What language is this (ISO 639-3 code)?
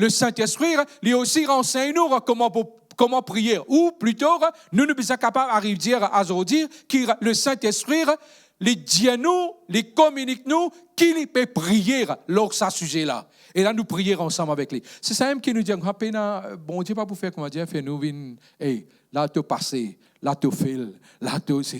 mfe